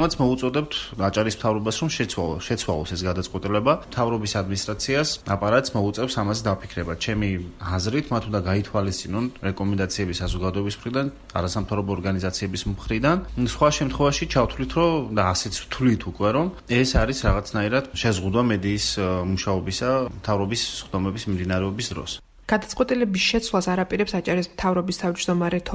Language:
Georgian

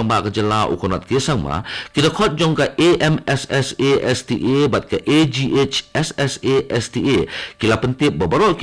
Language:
Khasi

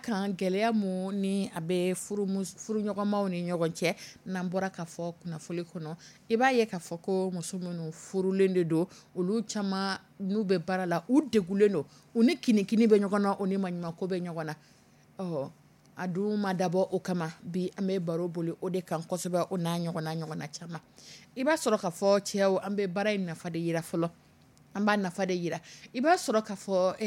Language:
Dyula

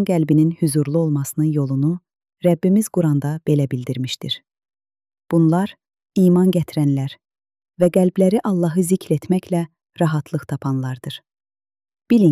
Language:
Azerbaijani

